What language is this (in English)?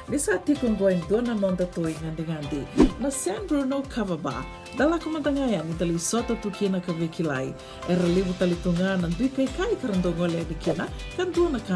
Fijian